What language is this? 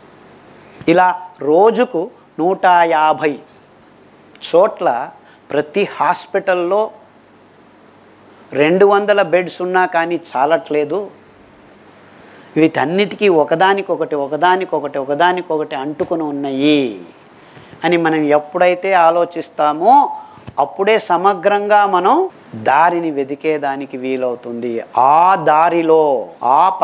Telugu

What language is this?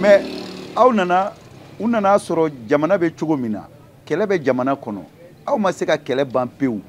Bambara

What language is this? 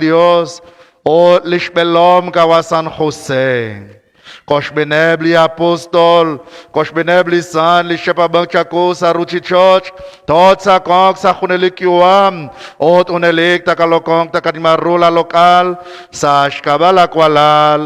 Kekchí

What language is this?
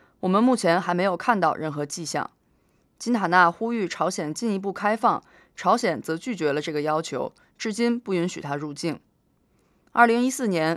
Chinese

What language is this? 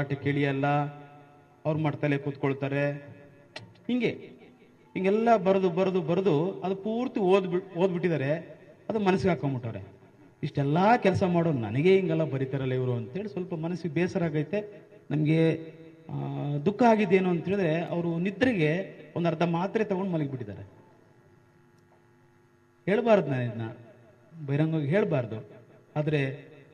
Kannada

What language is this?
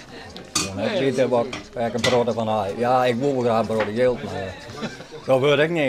Western Frisian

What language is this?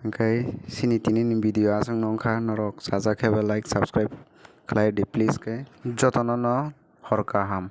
Kok Borok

